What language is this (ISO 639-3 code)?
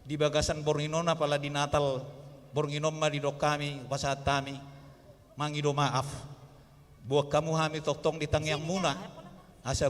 bbc